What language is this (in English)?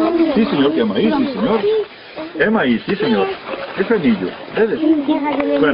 Galician